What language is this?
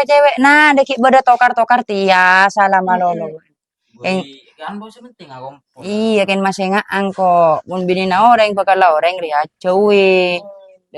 Madurese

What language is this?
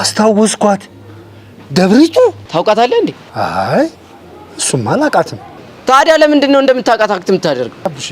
Amharic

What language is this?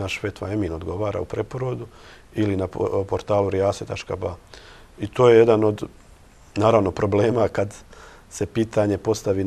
Bosnian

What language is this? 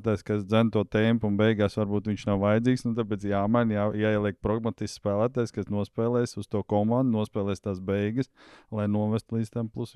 Latvian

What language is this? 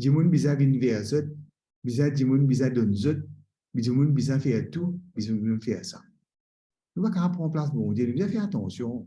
Morisyen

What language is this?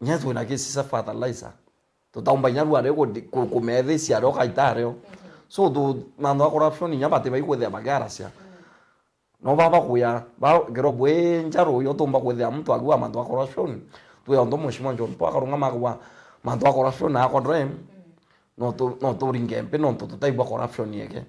Meru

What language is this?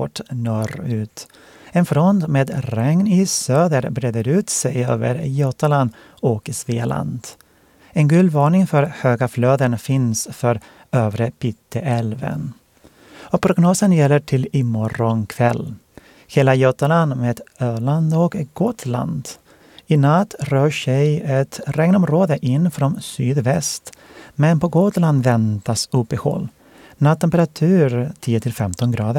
Swedish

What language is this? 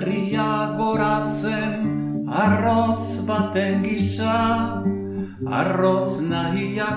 Basque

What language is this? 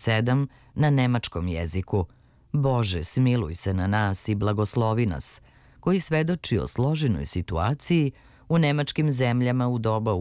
Serbian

